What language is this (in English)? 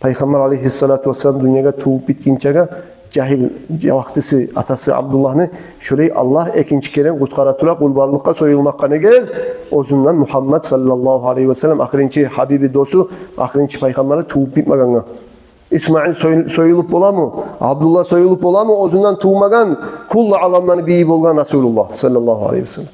Kumyk